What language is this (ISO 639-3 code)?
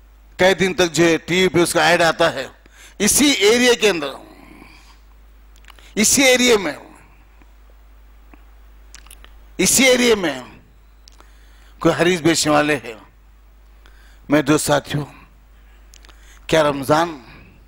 urd